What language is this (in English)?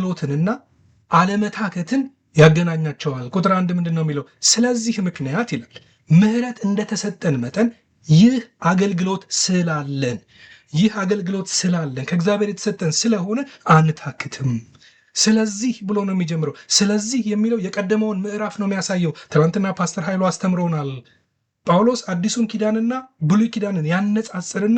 Amharic